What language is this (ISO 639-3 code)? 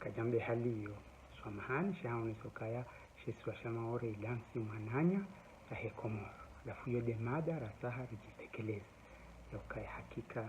zdj